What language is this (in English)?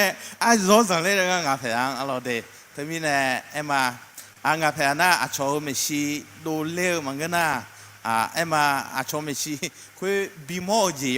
Akha